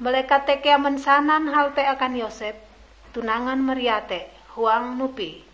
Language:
Ngaju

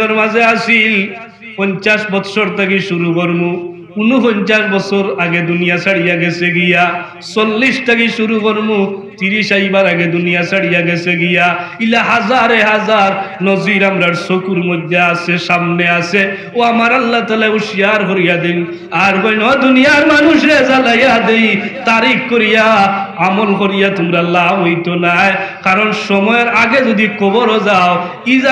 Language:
Sylheti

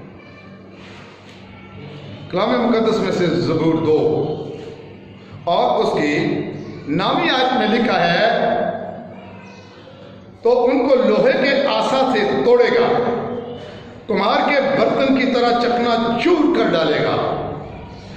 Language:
Urdu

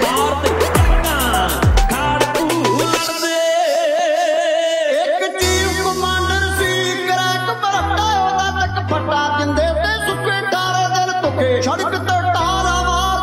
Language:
Punjabi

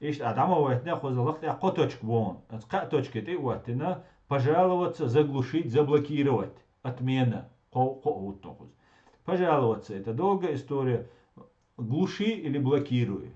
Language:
Chechen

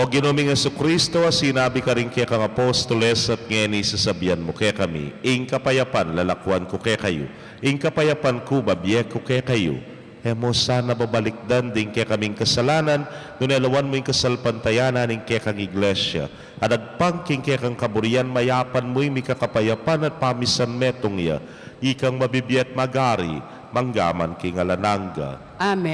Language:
Pampanga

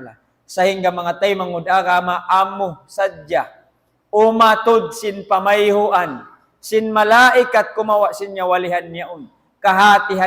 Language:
Tausug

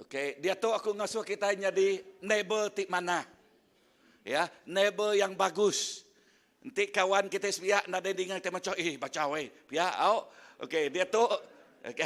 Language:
Iban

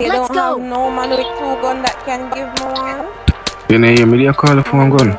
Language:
Jamaican Creole English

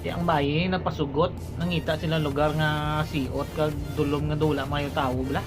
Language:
Hiligaynon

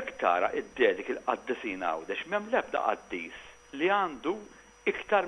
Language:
Maltese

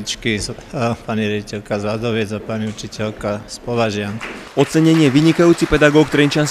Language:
Slovak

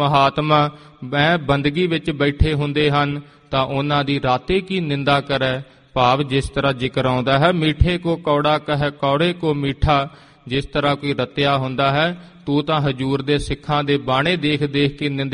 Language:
Punjabi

